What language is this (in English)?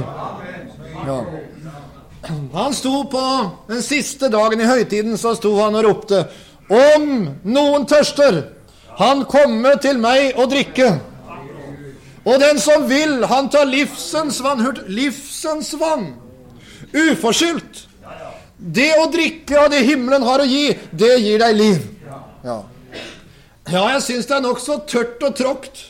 Norwegian